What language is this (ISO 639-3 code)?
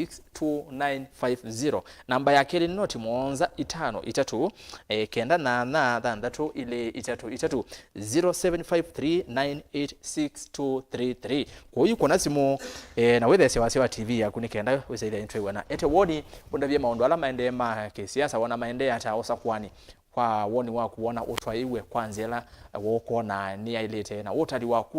kam